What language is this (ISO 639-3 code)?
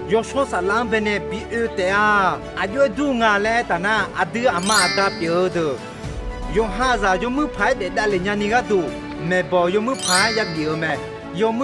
ahk